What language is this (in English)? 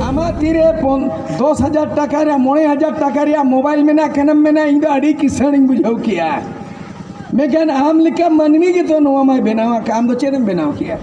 Santali